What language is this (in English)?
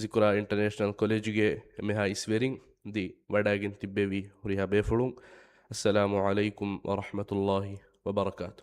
Divehi